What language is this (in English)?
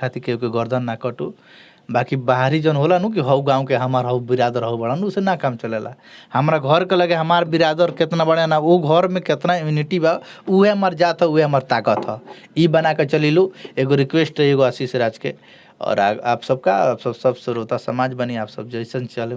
Bhojpuri